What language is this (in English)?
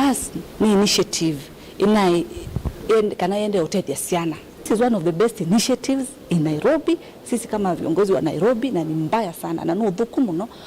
Kamba